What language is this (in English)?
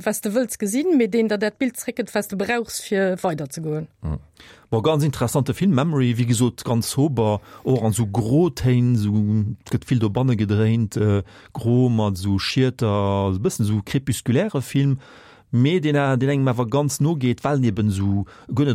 Luxembourgish